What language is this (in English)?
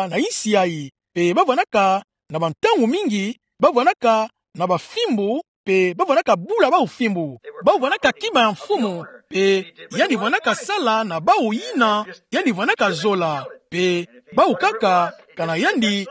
Kituba (Democratic Republic of Congo)